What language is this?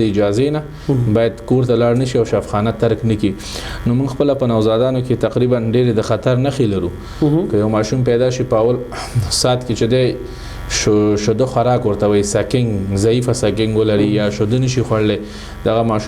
Pashto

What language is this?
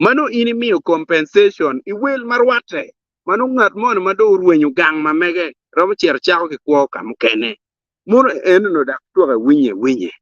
Acoli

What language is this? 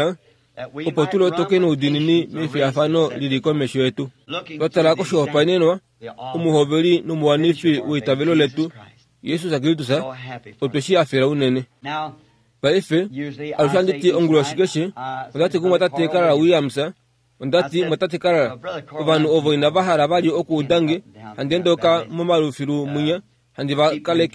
Kuanyama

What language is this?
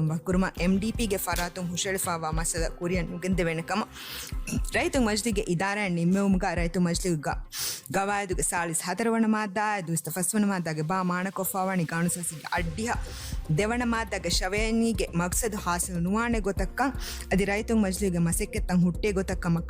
Divehi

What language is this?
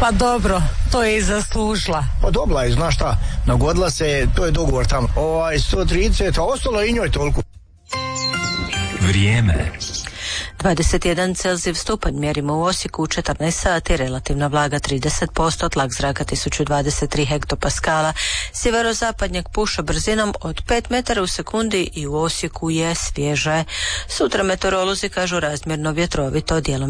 Croatian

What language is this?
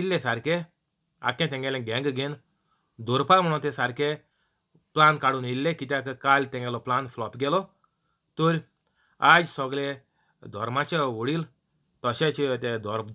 Konkani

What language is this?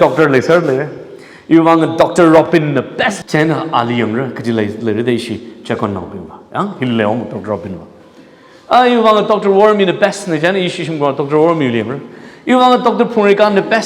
Tangkhul Naga (India)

